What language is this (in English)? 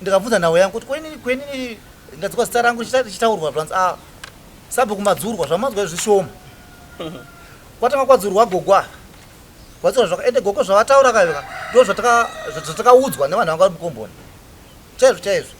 Shona